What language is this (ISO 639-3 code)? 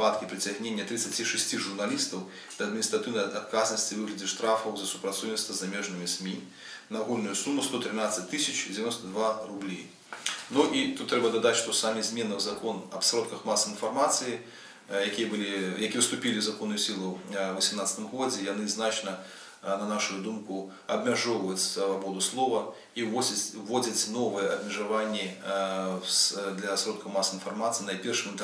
bel